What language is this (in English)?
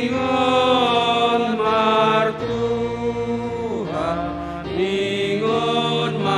Batak Simalungun